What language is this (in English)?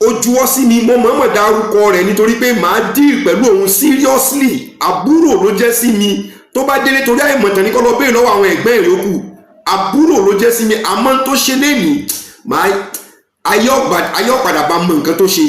Yoruba